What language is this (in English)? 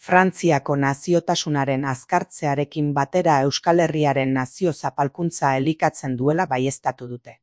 Basque